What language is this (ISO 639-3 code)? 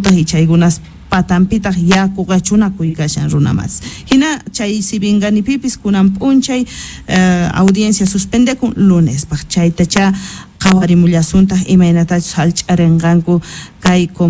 quh